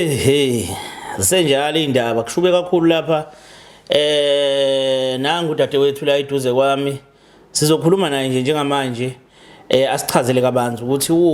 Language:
Zulu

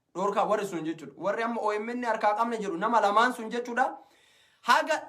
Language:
Oromo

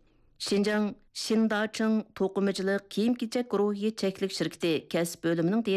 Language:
Uyghur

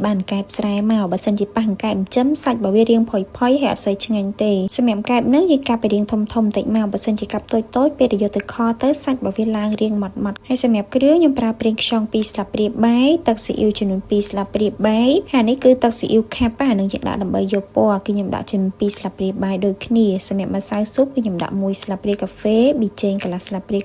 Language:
Khmer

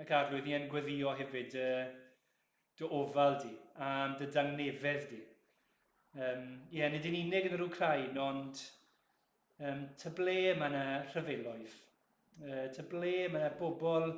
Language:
Welsh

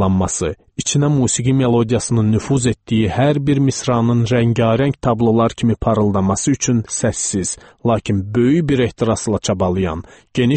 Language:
Azerbaijani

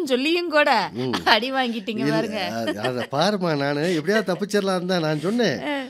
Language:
Tamil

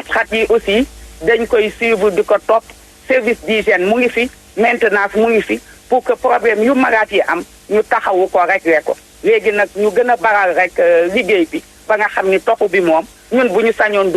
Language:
Wolof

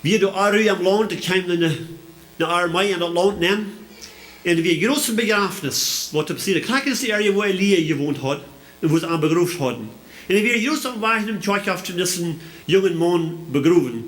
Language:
Plautdietsch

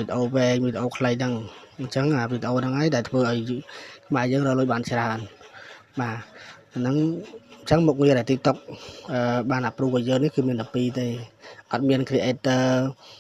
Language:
Khmer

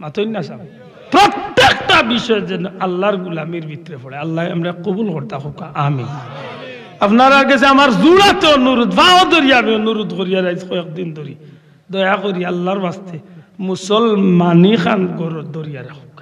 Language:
Sylheti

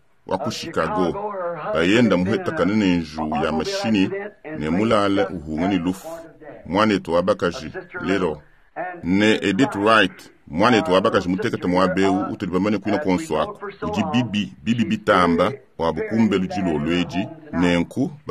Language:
Luba-Lulua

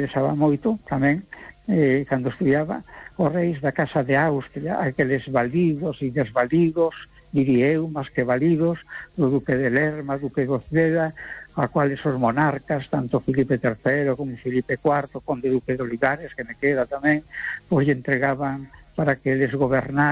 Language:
Galician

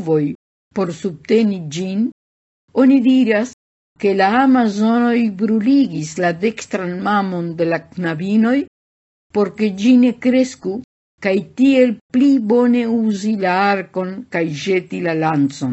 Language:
Esperanto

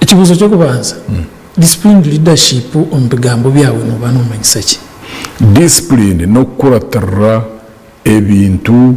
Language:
Nyankole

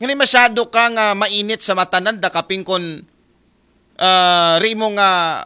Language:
Aklanon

